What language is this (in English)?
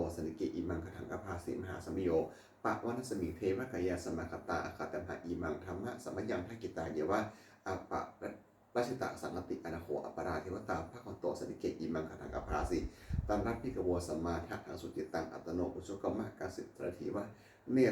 Pali